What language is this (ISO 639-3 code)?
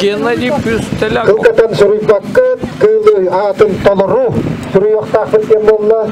sah